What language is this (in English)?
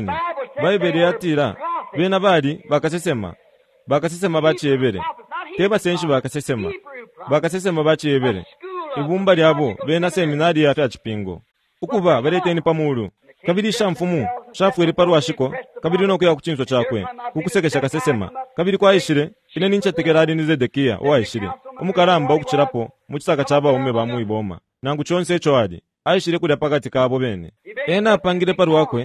Bemba